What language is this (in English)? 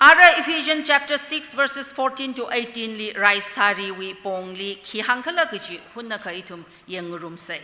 Tangkhul Naga (India)